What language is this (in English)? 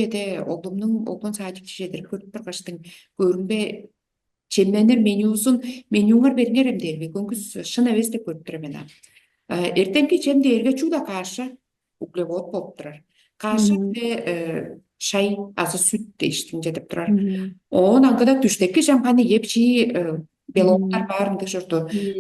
Tuvinian